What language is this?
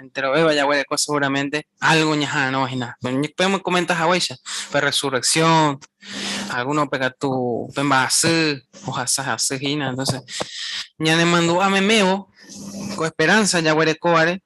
Guarani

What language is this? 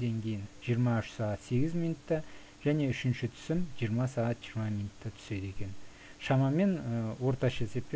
Kazakh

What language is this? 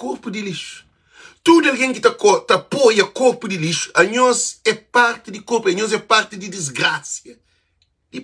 Kabuverdianu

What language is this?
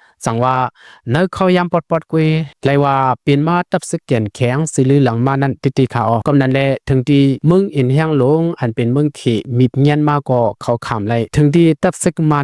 Shan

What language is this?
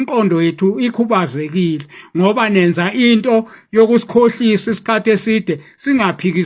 Zulu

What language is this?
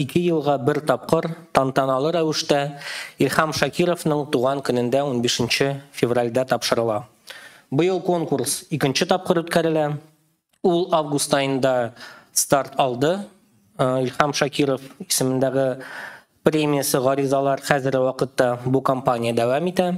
Tatar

